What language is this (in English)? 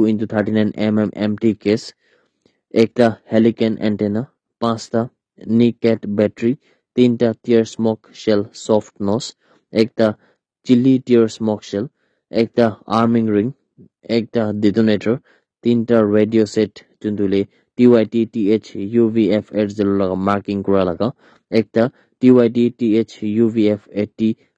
Naga Pidgin